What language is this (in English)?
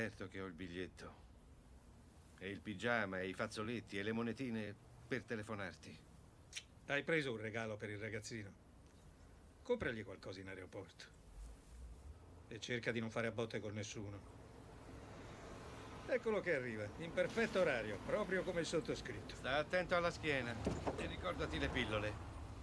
Italian